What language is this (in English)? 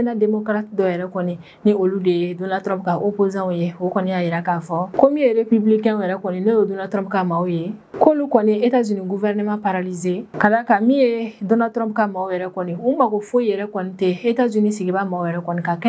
Bambara